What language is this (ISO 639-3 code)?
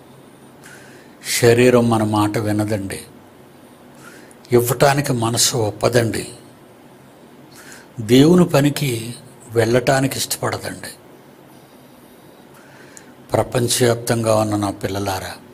tel